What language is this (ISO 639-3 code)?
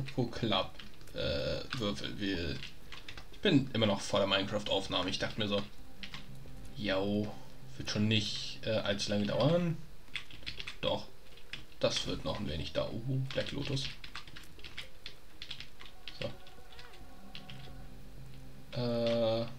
deu